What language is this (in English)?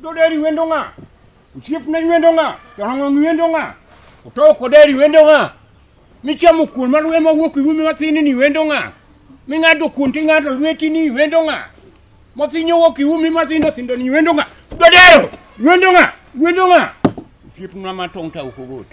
Luo (Kenya and Tanzania)